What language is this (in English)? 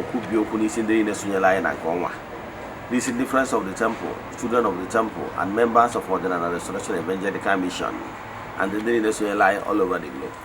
Igbo